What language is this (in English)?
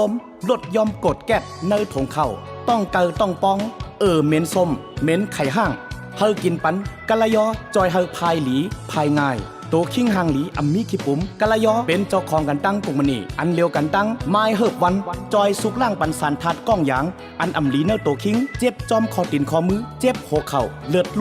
Shan